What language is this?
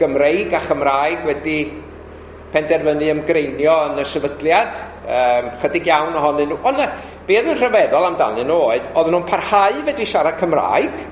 Welsh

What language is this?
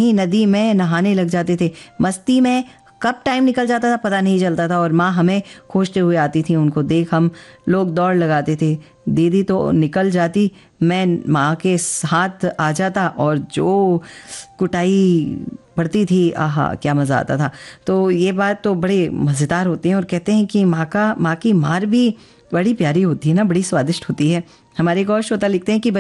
Hindi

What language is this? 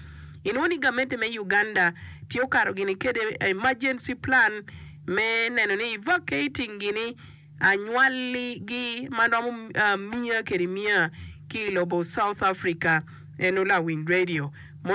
Acoli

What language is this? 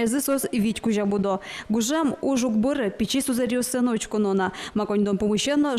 Udmurt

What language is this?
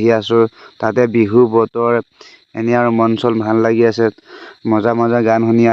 Assamese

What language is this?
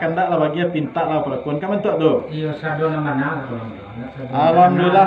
Minangkabau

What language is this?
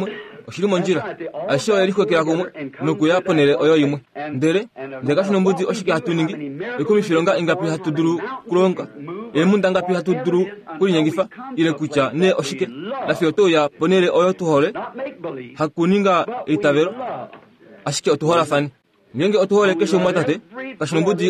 Kuanyama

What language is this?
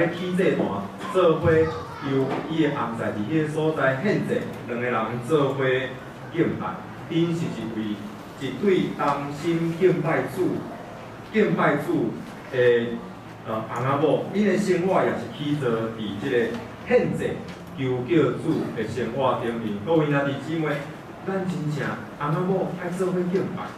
Min Nan Chinese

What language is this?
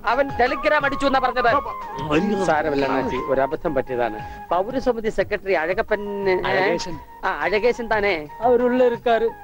Malayalam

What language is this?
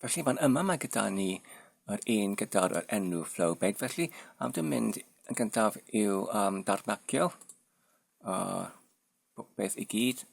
Welsh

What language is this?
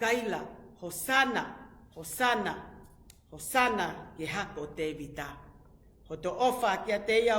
Tongan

